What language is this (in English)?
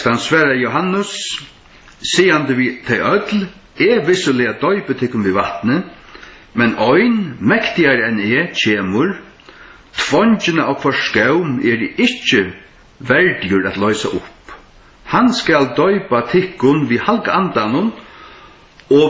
Faroese